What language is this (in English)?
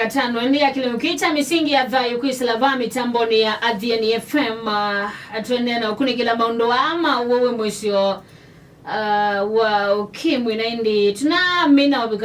Kamba